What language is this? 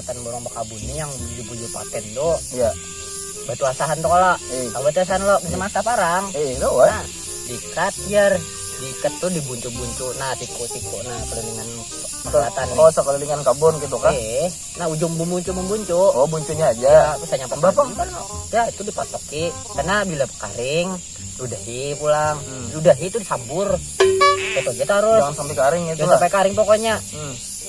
Banjar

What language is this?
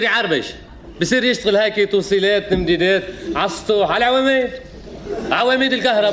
North Levantine Arabic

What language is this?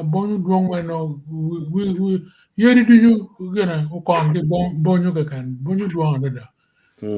Acoli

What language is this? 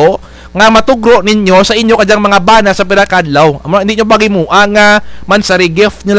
Kinaray-a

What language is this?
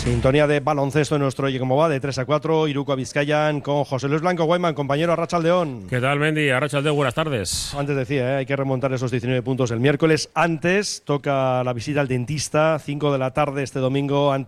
Spanish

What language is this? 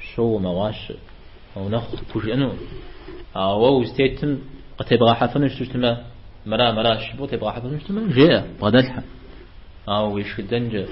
Kabardian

